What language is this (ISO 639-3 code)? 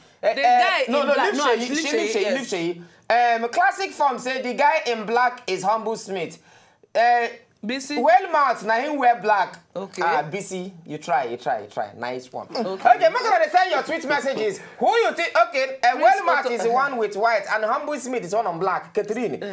pcm